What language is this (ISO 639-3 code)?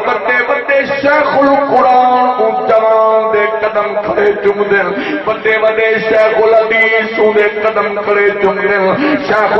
skr